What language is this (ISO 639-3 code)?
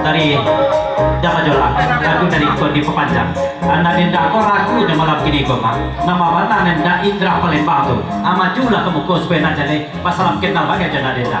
min